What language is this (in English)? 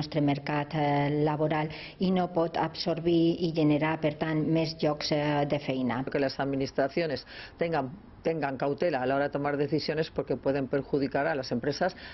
Catalan